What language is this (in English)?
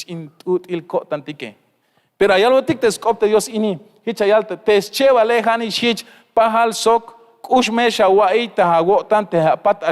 Tzeltal